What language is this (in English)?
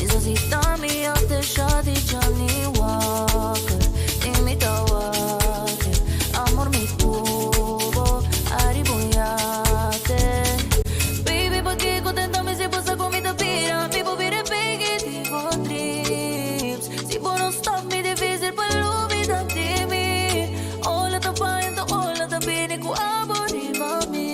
Papiamento